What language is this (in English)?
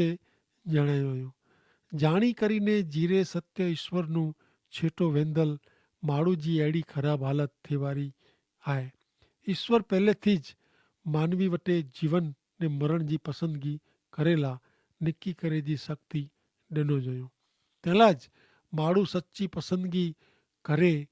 Kachhi